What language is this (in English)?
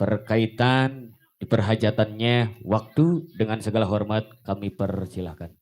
Betawi